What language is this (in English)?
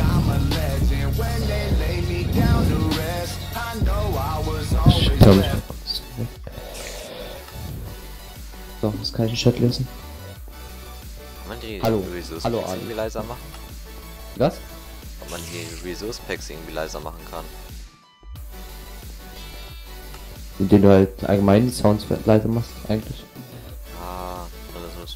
German